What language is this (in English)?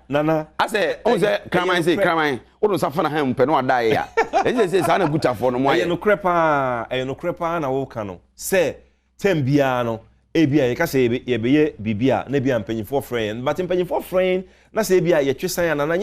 Akan